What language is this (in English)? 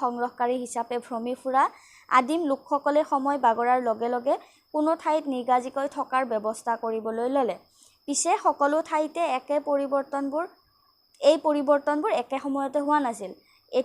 Assamese